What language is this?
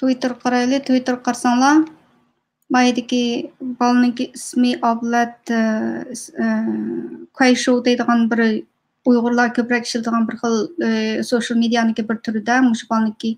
Uyghur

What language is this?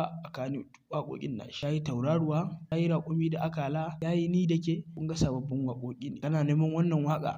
Hausa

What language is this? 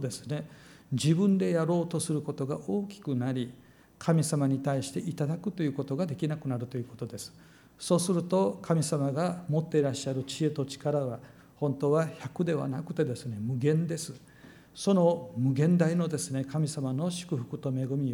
Japanese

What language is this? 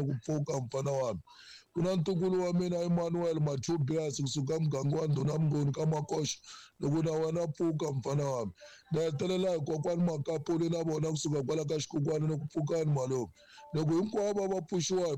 Tsonga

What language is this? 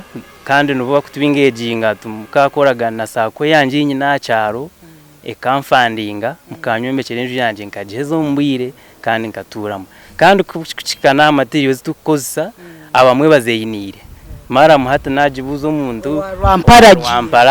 Nyankole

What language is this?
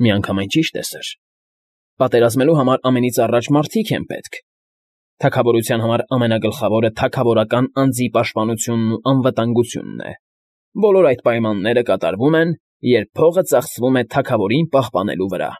Armenian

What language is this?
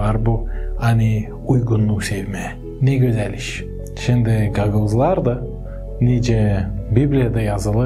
Gagauz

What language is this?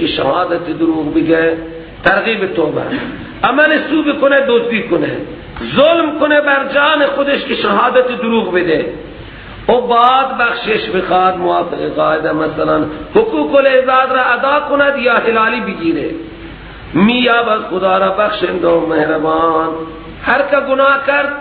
Persian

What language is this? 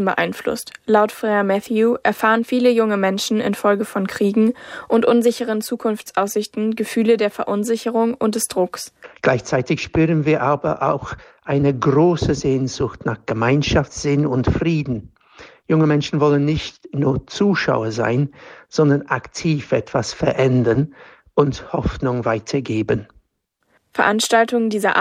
German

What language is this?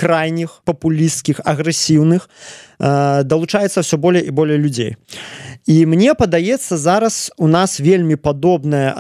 Belarusian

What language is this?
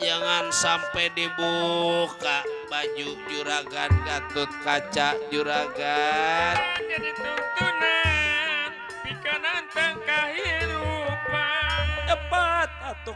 Betawi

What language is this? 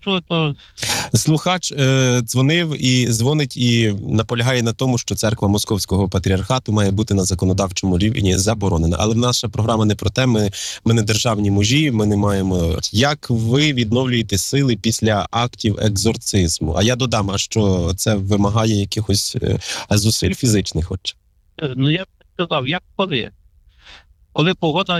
Ukrainian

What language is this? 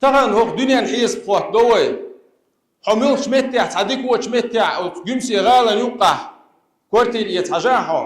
Chechen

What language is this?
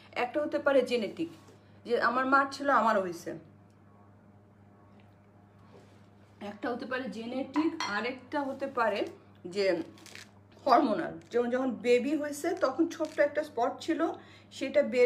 Bangla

